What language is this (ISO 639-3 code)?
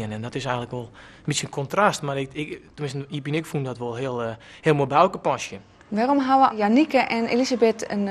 fry